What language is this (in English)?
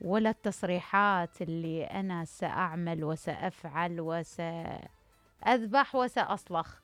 Mesopotamian Arabic